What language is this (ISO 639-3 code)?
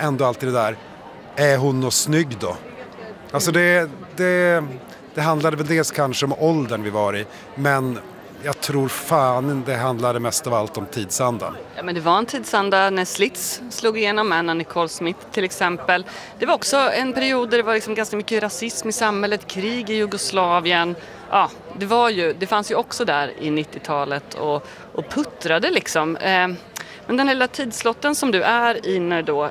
swe